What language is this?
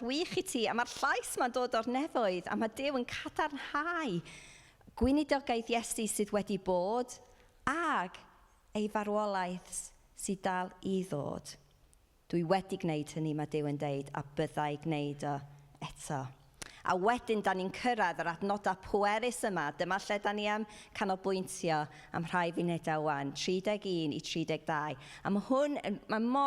Welsh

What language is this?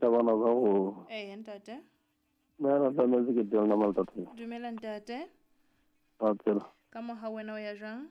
Southern Sotho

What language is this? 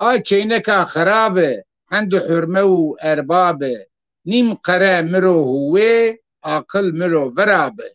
Zaza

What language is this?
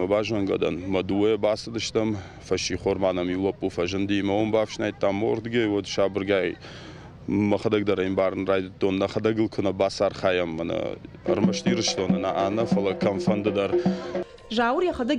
Ossetic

